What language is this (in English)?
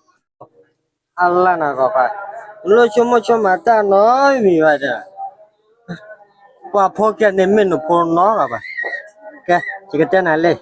S'gaw Karen